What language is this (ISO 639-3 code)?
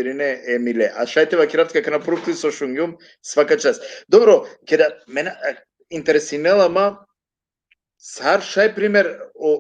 rmn